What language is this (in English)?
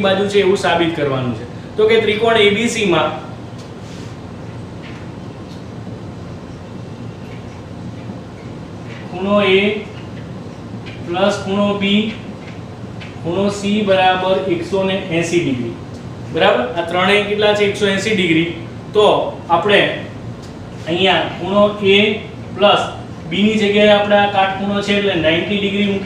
Gujarati